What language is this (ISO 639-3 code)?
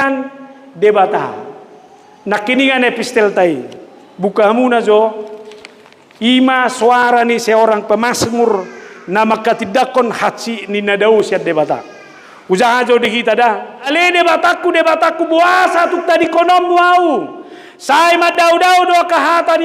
bbc